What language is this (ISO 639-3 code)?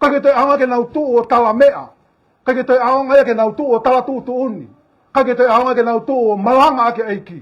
ton